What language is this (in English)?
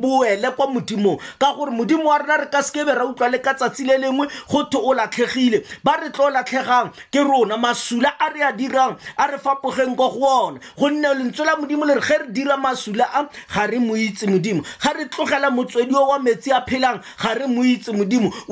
Tswana